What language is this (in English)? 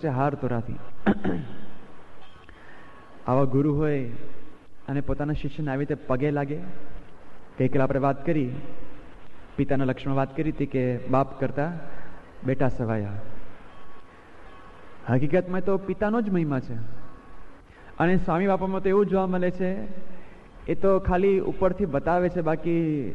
Gujarati